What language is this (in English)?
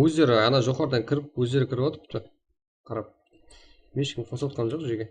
Kara-Kalpak